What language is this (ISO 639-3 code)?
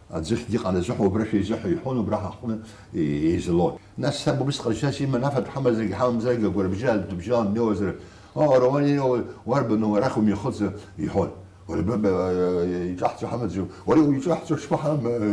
abk